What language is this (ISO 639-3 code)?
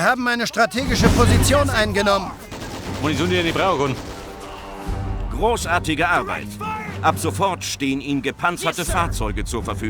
bar